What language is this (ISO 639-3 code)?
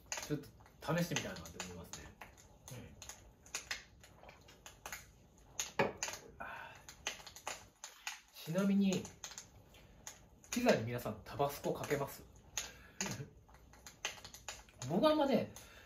jpn